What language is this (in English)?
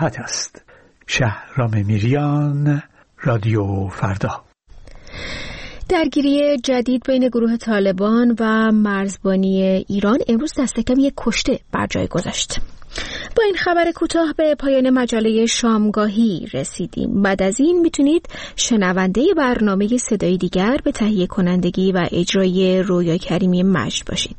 Persian